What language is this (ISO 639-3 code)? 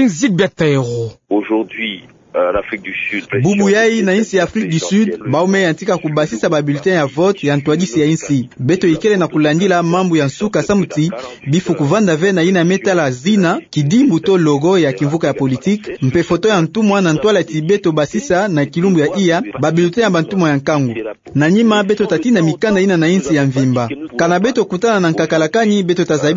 ktu